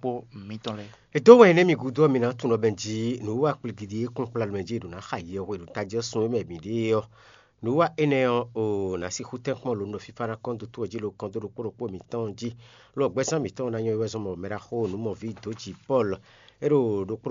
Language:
Fon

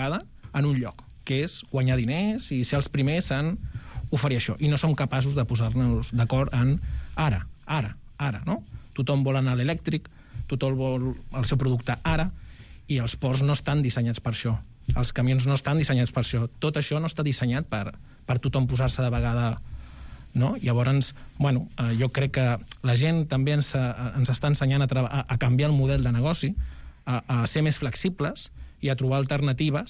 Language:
Catalan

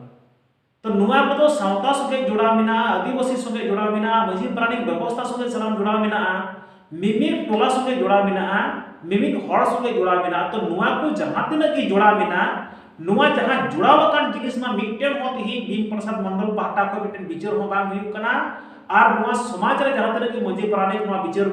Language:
Santali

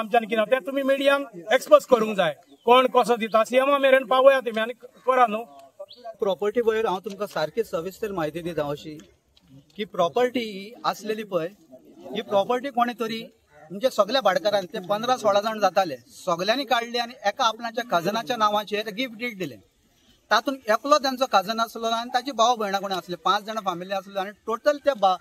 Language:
Konkani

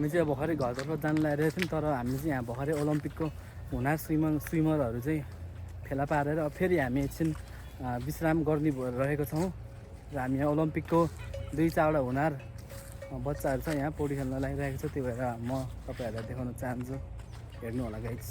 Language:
Nepali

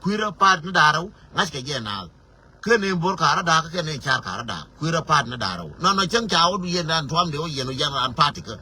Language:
Nuer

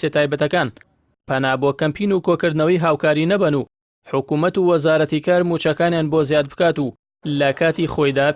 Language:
Central Kurdish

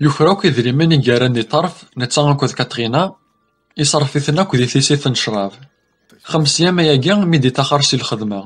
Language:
Kabyle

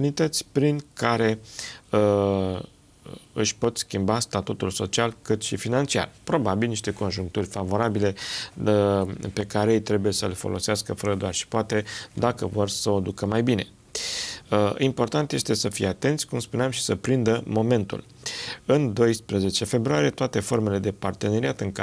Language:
Romanian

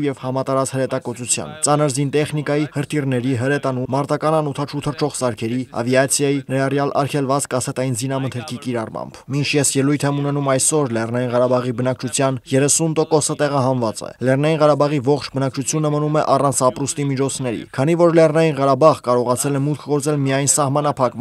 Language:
Armenian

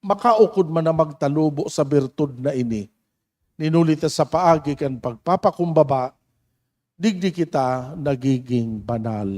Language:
Bikol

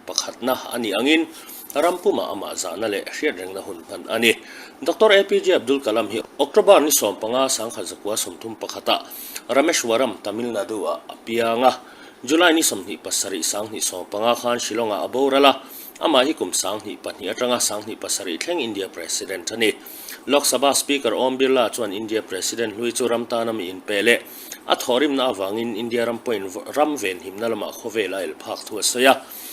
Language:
Mizo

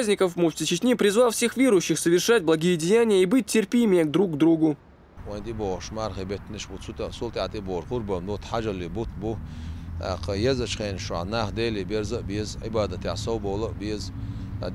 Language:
Chechen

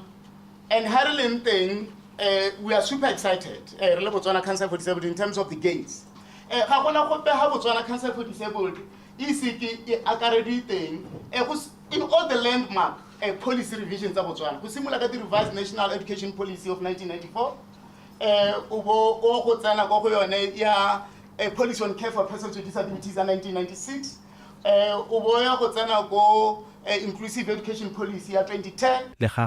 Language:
Tswana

